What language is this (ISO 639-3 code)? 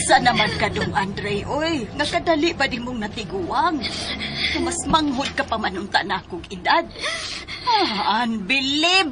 ceb